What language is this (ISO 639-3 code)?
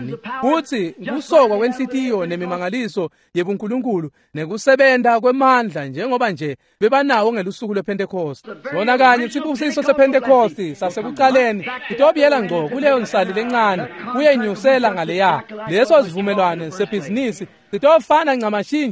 ssw